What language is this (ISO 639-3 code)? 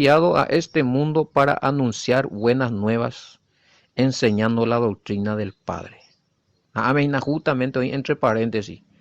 grn